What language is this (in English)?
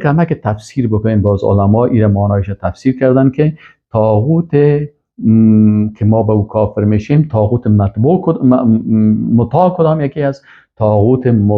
Persian